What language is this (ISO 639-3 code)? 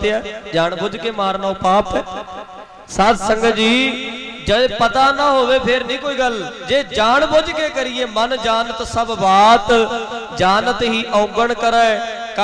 pan